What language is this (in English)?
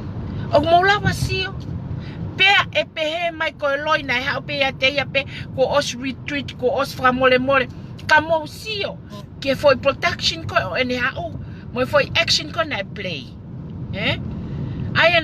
Tongan